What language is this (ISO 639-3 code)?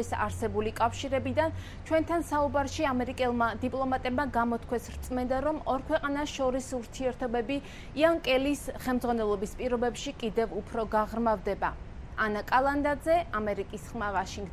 kat